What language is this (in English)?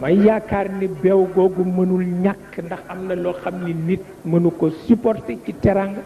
Wolof